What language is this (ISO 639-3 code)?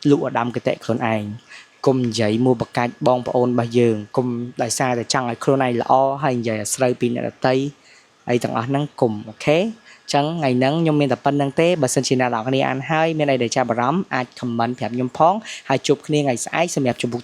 khm